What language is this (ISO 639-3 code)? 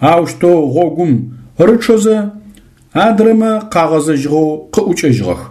ady